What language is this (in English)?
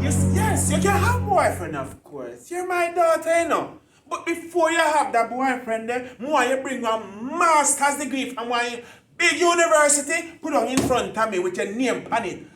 Jamaican Creole English